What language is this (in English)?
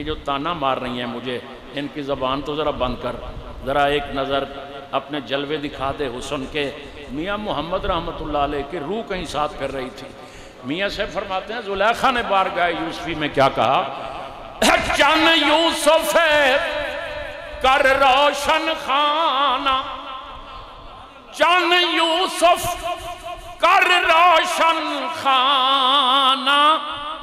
Urdu